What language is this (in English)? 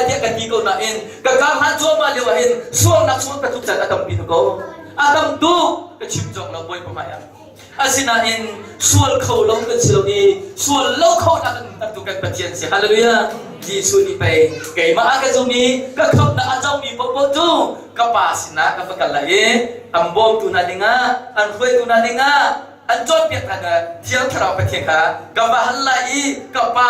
Hakha Chin